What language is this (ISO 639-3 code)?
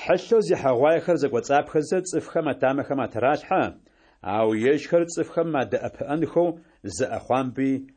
ady